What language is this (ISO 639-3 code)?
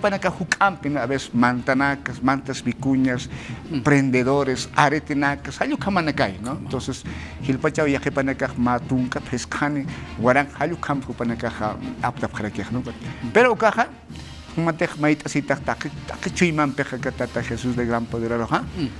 aym